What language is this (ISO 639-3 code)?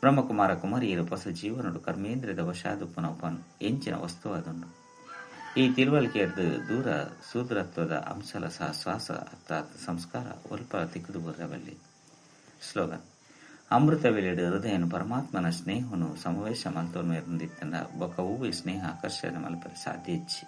tcy